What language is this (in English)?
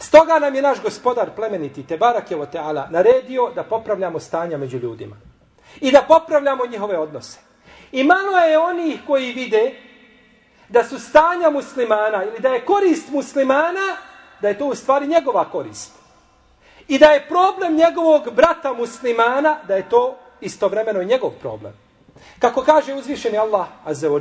Bosnian